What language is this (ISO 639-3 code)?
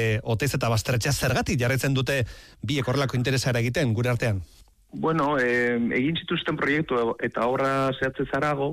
eus